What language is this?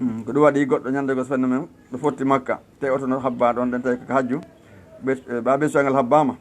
Fula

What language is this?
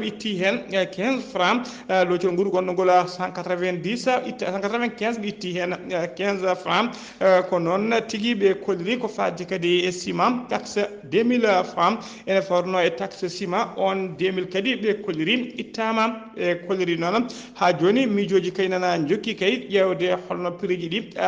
Fula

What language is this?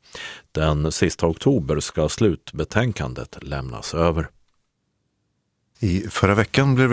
Swedish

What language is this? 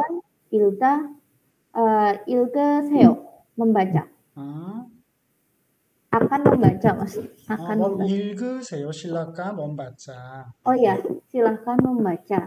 Korean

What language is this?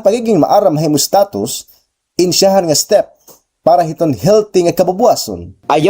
Waray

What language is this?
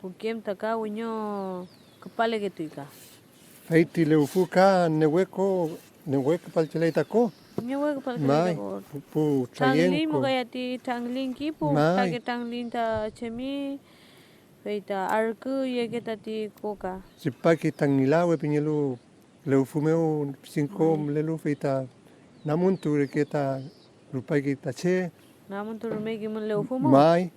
Mapuche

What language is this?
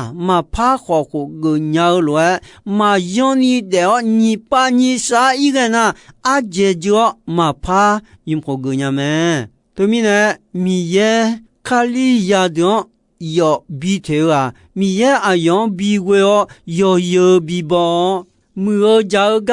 Akha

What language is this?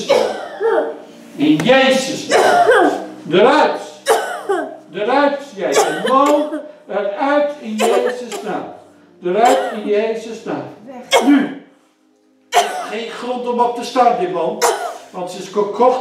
Dutch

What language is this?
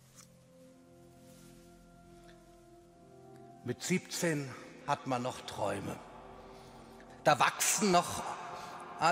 German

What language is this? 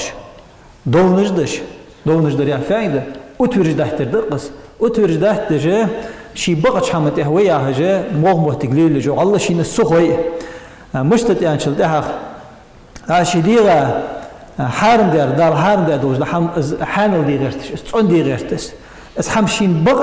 Ingush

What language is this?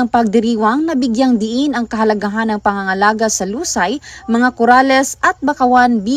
Filipino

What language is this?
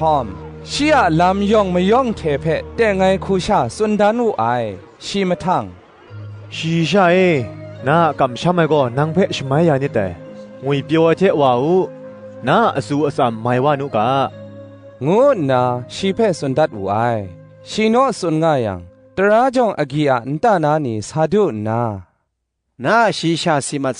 Kachin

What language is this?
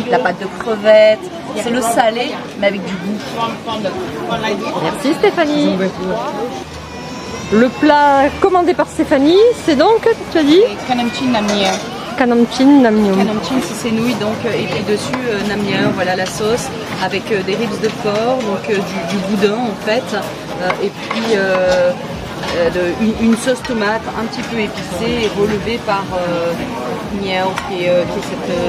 French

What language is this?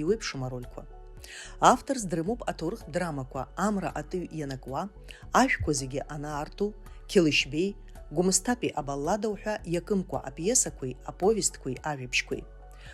Abkhazian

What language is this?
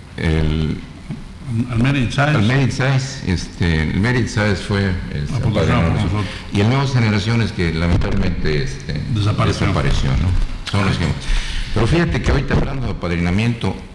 Spanish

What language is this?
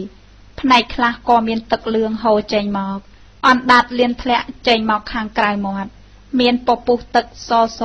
Khmer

